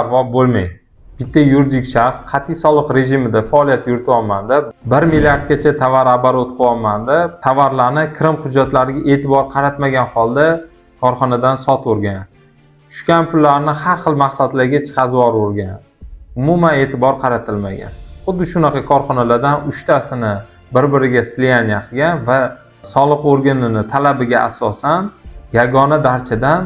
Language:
Uzbek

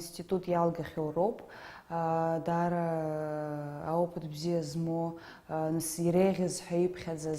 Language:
Abkhazian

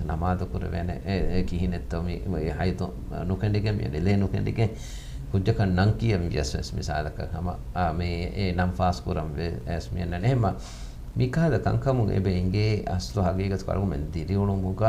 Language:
Divehi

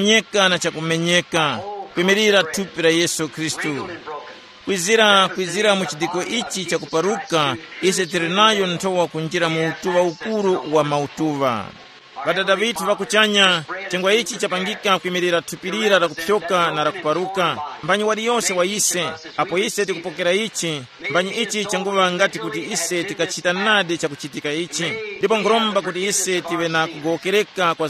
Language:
Tumbuka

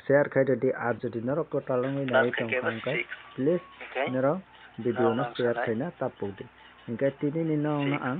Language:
Kok Borok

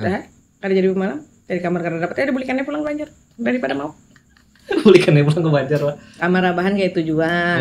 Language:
Banjar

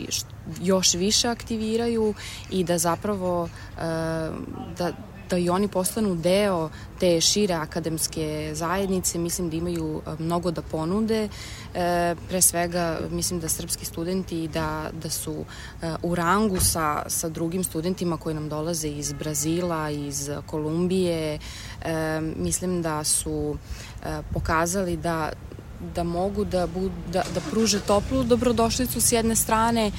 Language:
Serbian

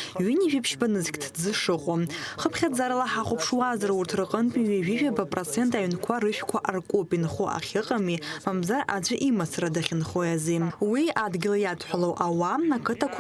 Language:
Abkhazian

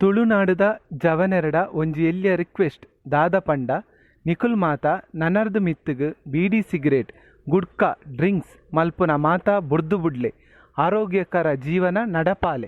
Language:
Tulu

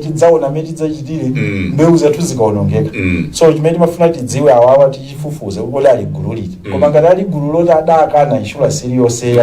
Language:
Nyanja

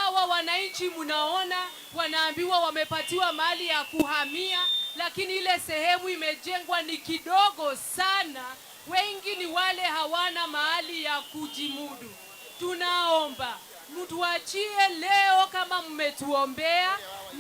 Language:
Swahili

